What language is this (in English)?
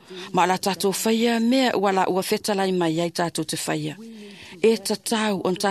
Samoan